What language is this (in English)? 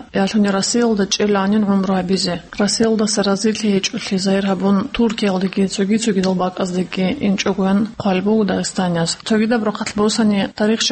Avaric